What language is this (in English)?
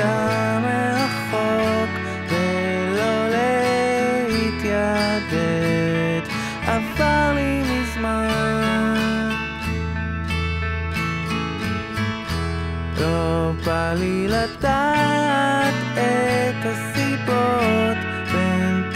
Hebrew